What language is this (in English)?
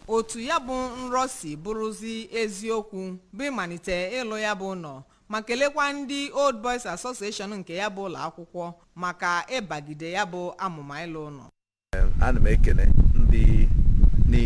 Igbo